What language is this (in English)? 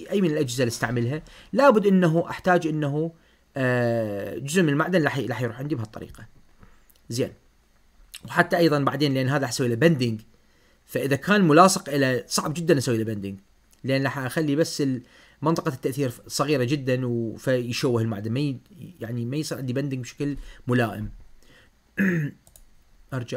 Mesopotamian Arabic